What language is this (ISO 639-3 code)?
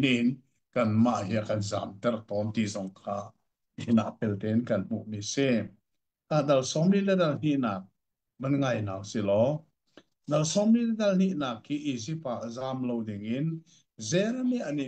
cnh